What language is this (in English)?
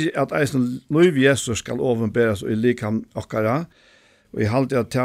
Faroese